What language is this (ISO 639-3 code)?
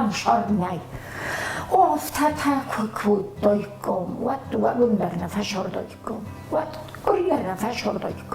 oss